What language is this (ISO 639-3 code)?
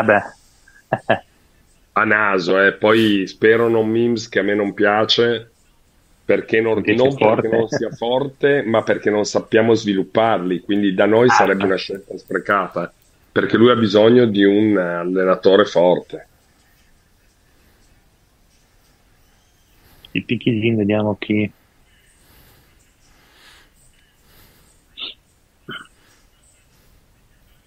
ita